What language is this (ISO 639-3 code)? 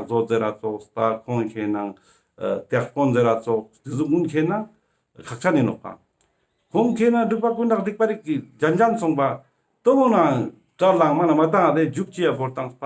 lbj